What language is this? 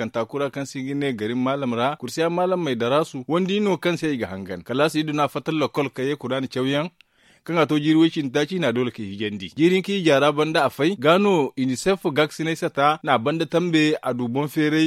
Zarma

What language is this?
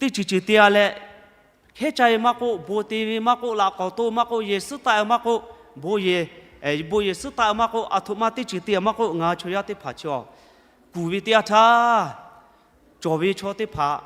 Lahu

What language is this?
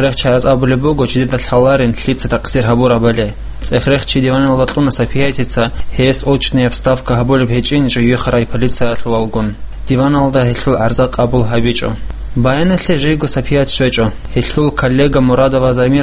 Avaric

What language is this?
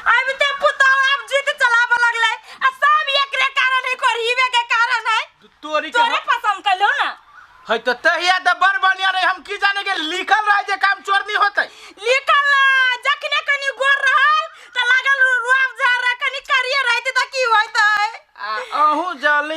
Maithili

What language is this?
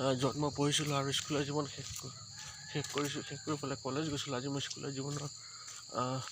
Assamese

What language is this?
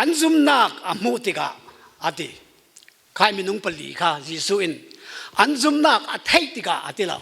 Falam Chin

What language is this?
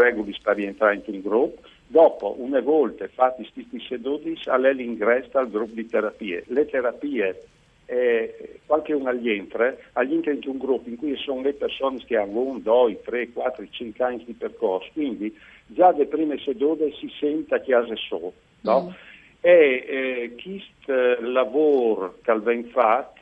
Friulian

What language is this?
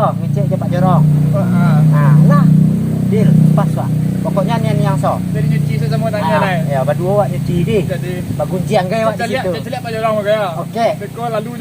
Minangkabau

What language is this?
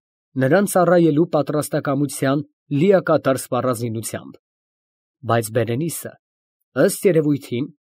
Armenian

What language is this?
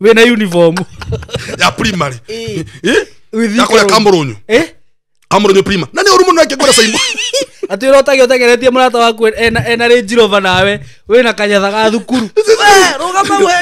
Kikuyu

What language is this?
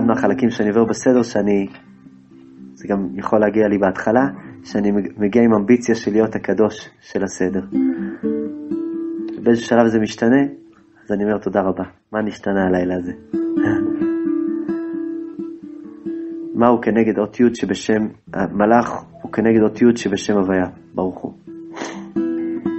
Hebrew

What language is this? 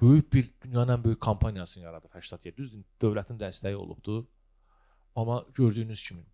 Azerbaijani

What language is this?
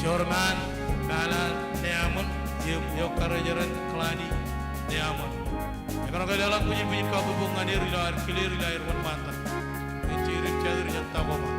Marshallese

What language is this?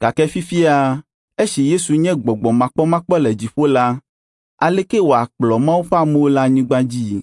Ewe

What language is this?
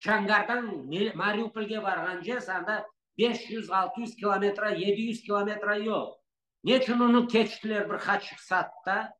Crimean Tatar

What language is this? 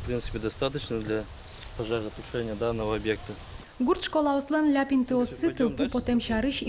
Udmurt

